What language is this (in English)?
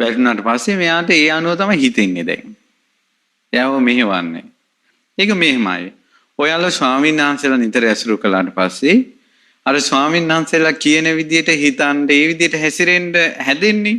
Sinhala